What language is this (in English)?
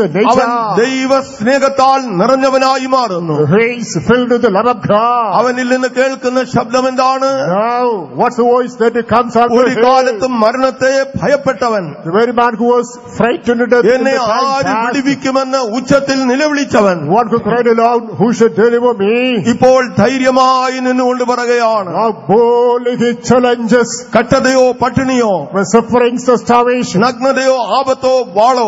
Malayalam